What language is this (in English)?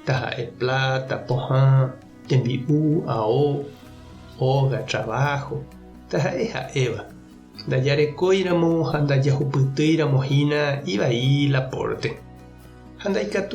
Guarani